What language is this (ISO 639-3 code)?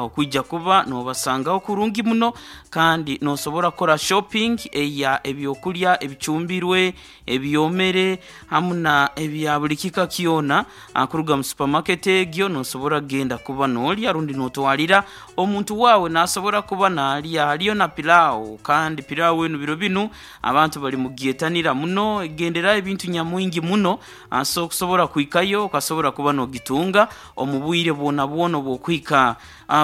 nyo